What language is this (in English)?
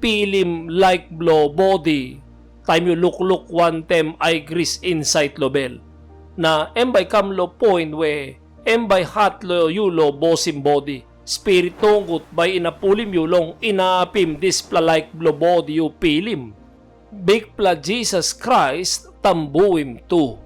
Tok Pisin